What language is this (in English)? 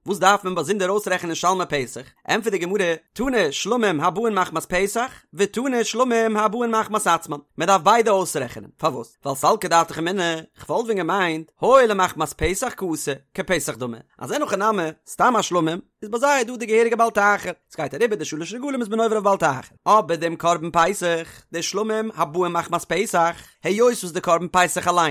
Yiddish